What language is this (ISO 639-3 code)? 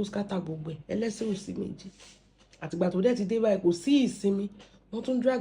yor